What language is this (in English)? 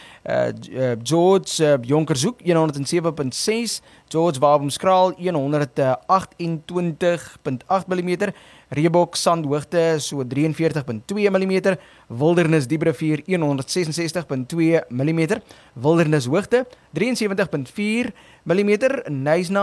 Afrikaans